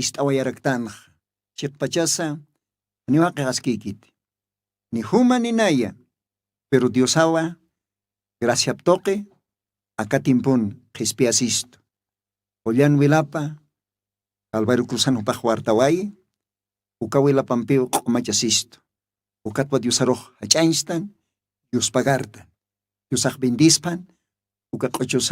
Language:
Aymara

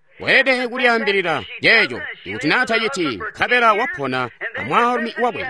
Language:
Tonga (Zambia)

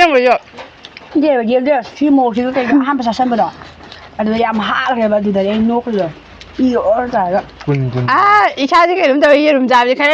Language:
Manipuri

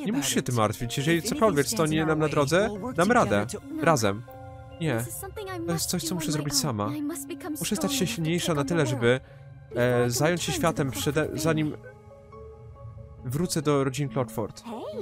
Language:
Polish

